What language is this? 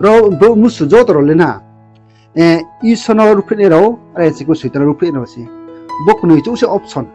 Riang (India)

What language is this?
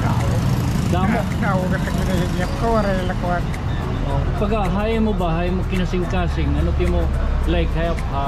Waray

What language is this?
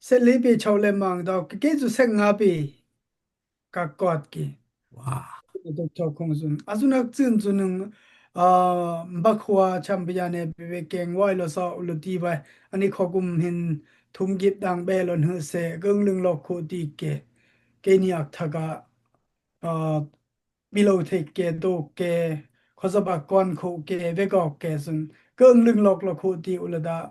Dimasa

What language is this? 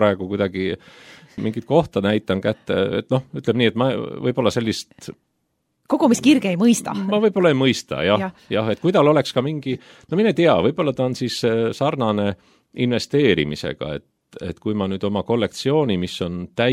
Estonian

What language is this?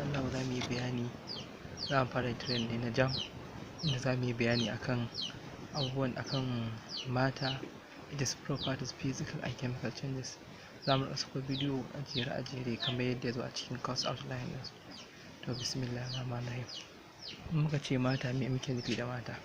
Hausa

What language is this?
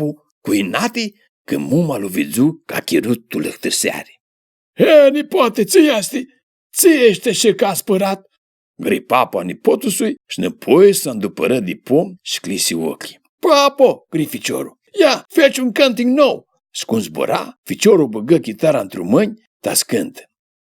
Aromanian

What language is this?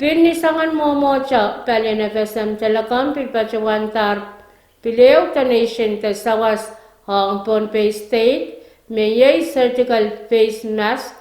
Pohnpeian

